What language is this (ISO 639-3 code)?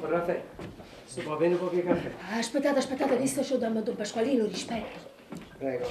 nap